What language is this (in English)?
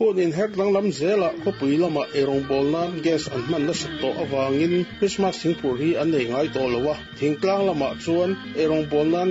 Mizo